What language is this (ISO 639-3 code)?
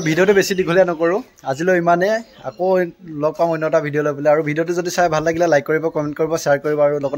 asm